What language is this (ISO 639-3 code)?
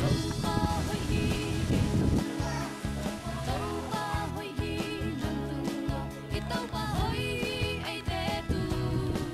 ctd